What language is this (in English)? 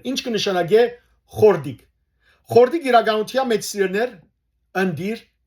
Western Armenian